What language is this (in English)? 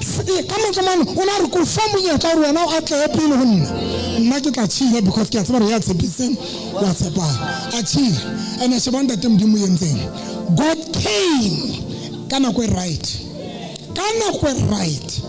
Southern Sotho